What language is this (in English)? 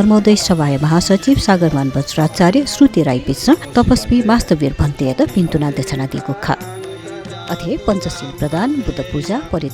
Newari